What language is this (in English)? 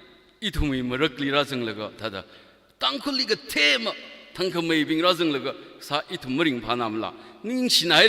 Tangkhul Naga (India)